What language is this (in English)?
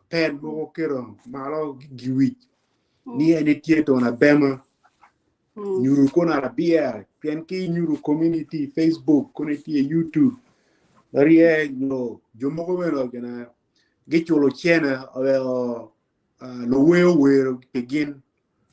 Acoli